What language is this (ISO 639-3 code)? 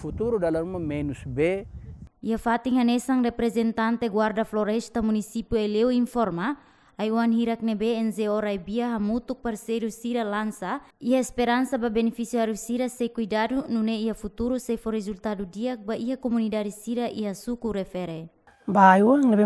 tet